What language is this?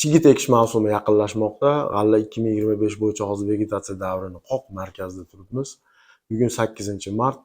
Uzbek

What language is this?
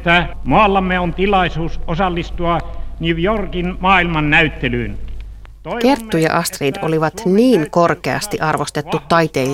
Finnish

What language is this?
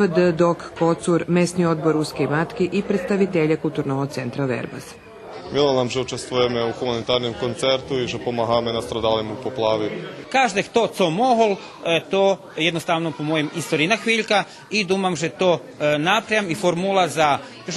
Rusyn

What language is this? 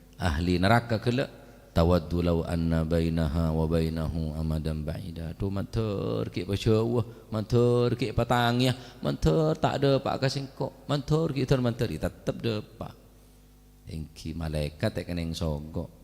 Madurese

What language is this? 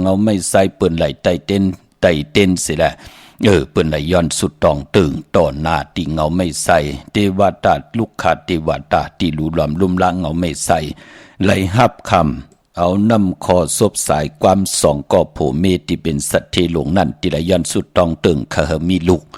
Shan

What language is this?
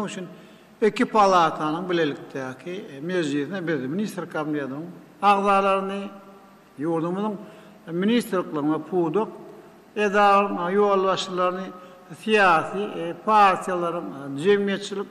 Turkmen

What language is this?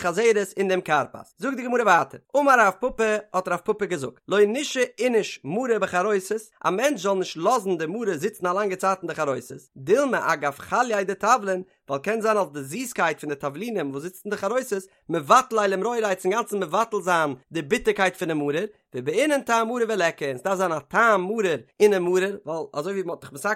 Yiddish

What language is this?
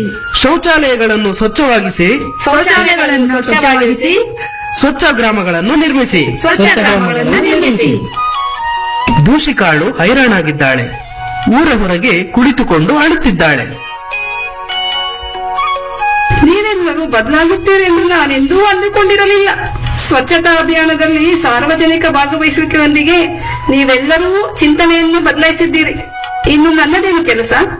Kannada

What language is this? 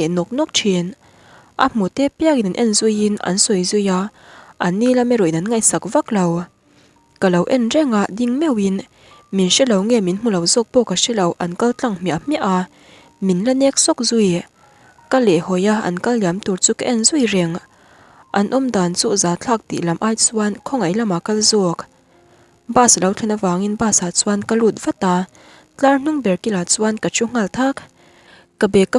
Mizo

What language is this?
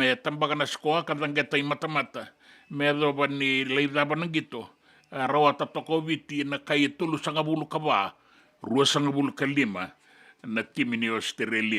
Fijian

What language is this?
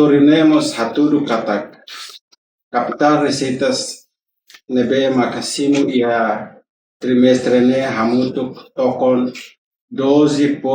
Tetum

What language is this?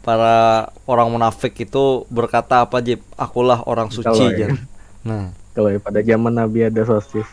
Banjar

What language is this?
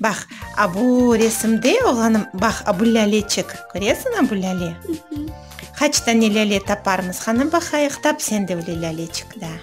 Crimean Tatar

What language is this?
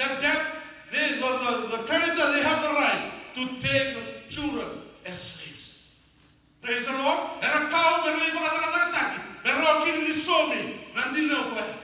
Fijian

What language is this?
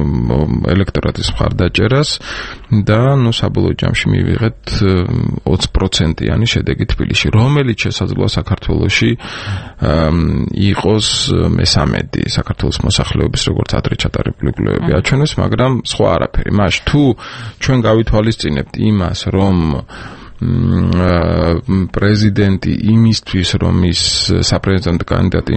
Georgian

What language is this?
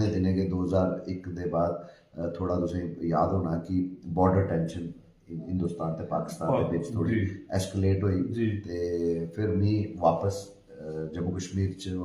Dogri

